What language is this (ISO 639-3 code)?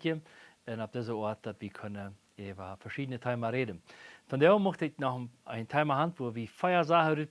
pdt